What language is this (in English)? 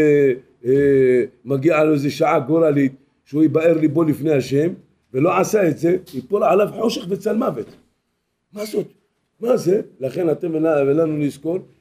Hebrew